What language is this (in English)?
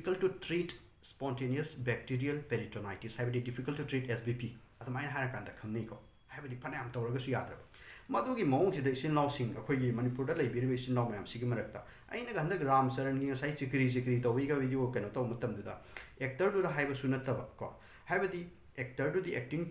Manipuri